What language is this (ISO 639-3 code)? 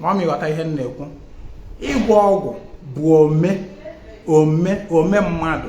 ibo